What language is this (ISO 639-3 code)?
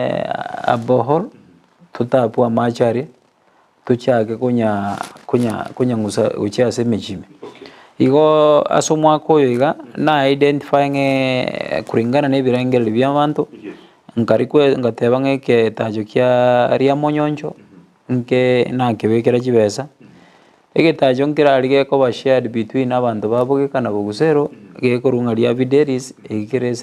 guz